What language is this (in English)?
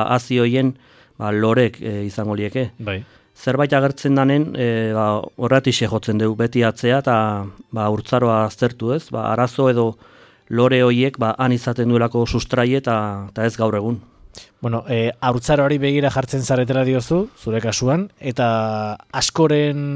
Basque